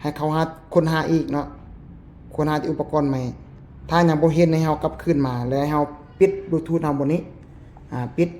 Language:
Lao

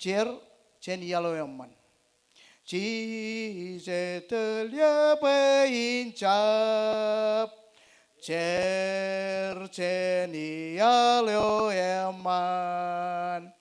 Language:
Marshallese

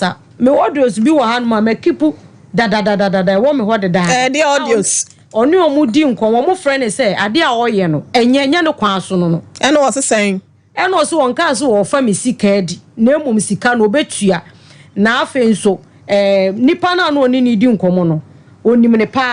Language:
Akan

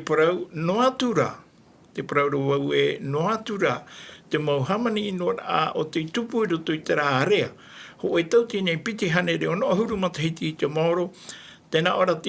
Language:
Tahitian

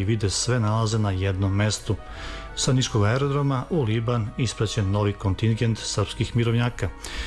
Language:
Serbian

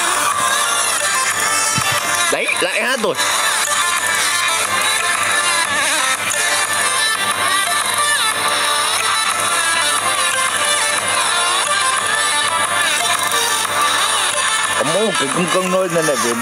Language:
Vietnamese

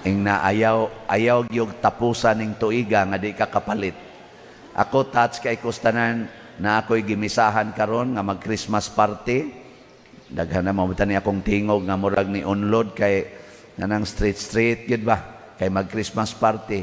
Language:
Cebuano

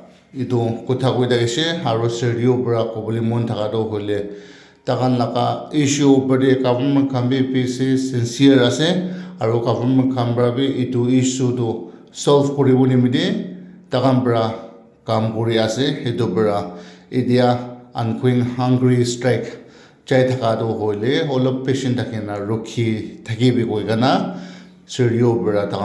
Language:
Naga Pidgin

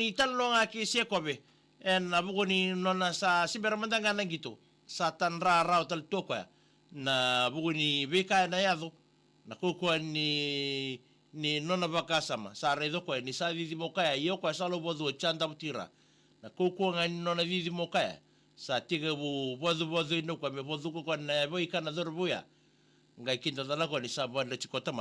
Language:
Fijian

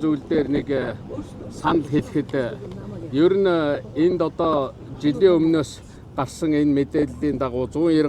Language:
Mongolian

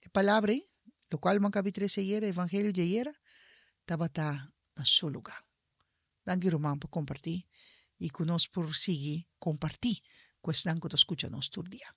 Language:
Papiamento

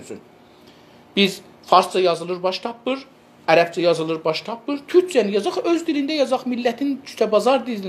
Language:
South Azerbaijani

